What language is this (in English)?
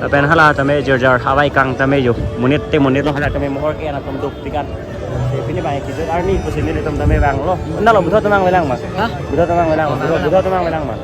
Karbi